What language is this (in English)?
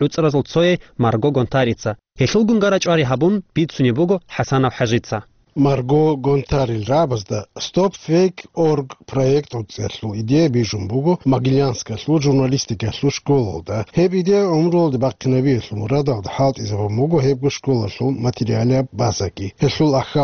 Avaric